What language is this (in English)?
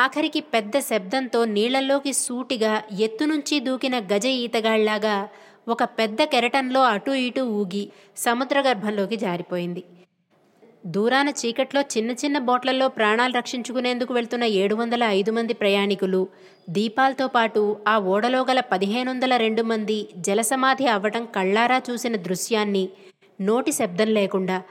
Telugu